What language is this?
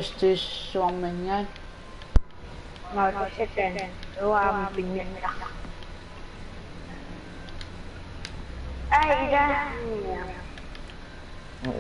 Malay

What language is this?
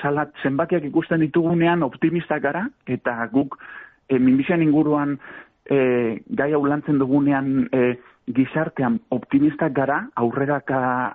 Basque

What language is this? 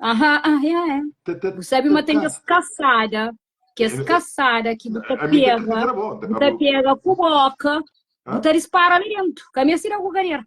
Kabuverdianu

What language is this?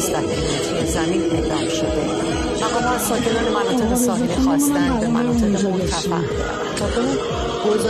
Persian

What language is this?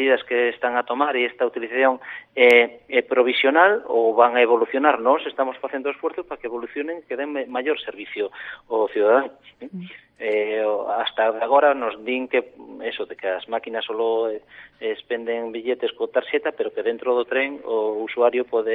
Galician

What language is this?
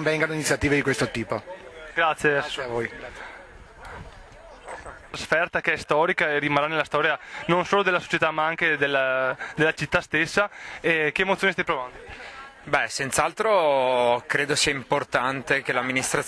Italian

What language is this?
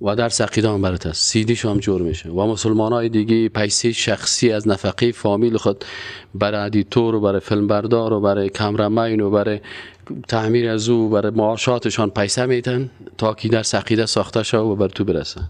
Persian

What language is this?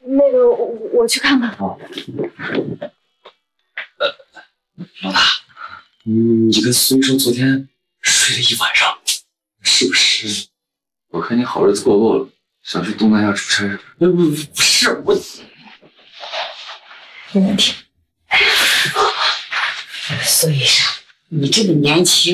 Chinese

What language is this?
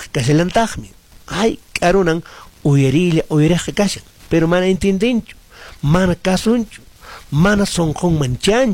Quechua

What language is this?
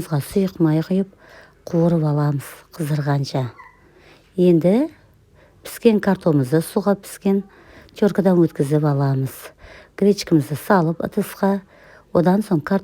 Kazakh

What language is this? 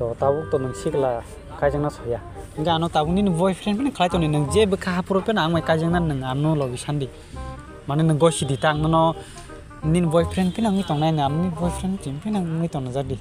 Kok Borok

